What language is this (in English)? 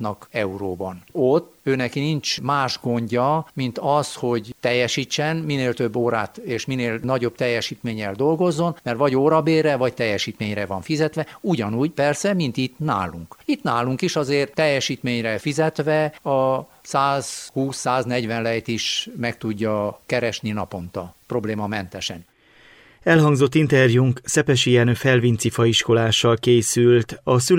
Hungarian